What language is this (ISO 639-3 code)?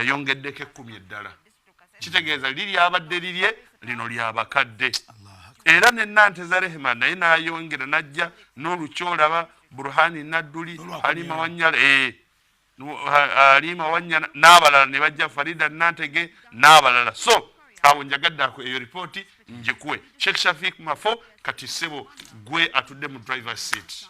lug